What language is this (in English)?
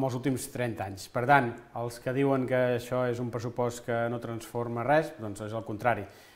Catalan